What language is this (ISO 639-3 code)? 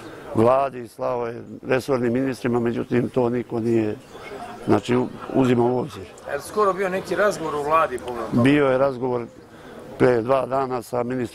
srp